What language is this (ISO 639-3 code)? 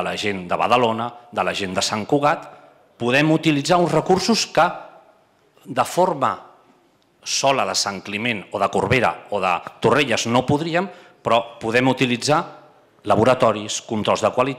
cat